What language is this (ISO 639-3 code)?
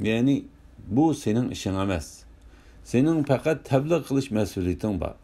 uig